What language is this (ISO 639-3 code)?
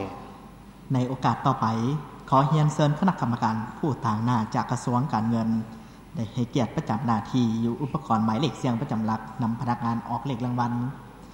lao